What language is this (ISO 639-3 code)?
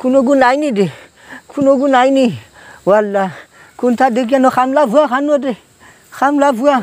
syl